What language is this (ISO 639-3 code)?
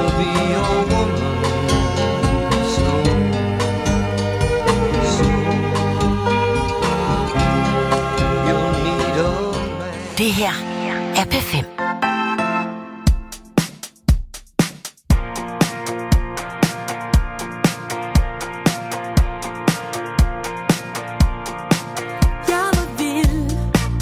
dan